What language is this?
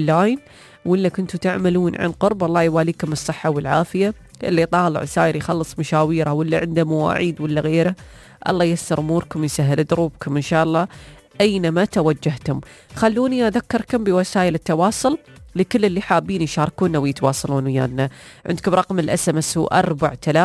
Gulf Arabic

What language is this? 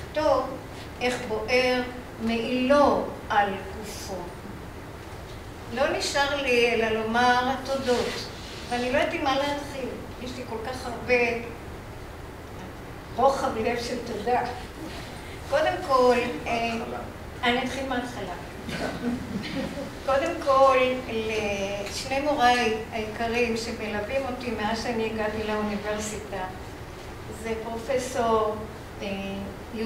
Hebrew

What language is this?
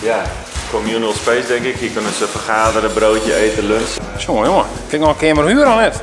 Western Frisian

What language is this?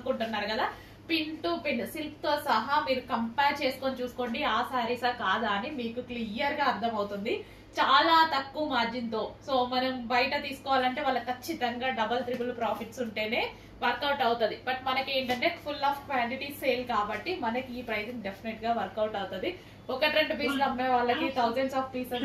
Telugu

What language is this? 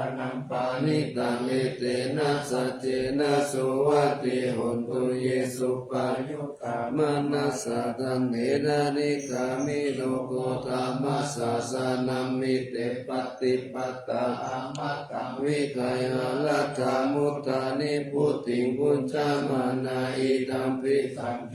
Pali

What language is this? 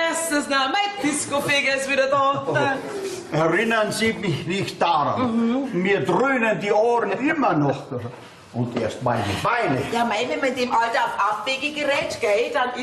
Bavarian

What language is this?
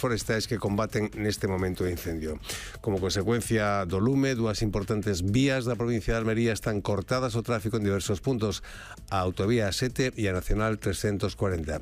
Galician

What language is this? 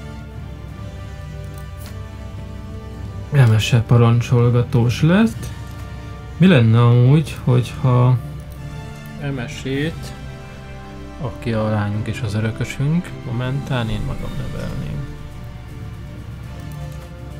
Hungarian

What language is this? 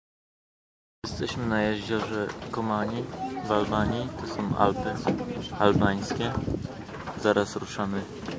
Polish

